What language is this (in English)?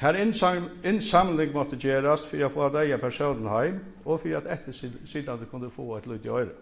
Faroese